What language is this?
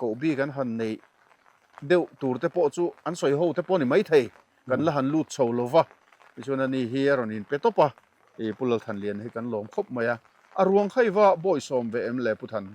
Mizo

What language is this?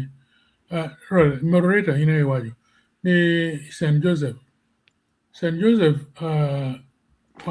Acoli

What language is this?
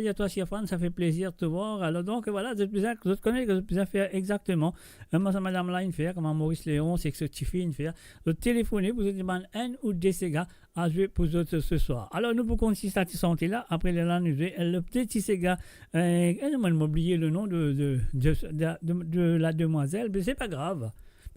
Morisyen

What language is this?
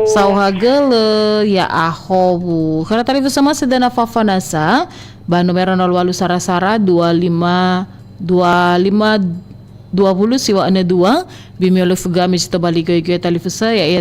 Nias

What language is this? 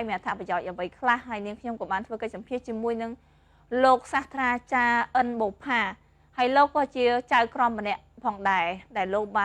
Khmer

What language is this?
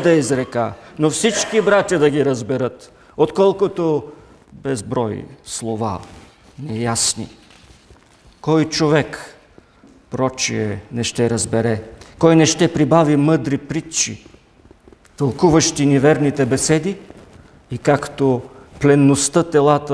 Bulgarian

